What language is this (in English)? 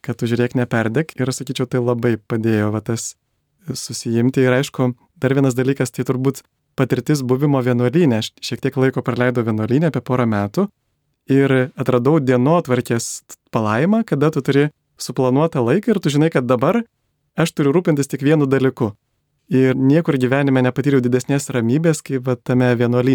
Lithuanian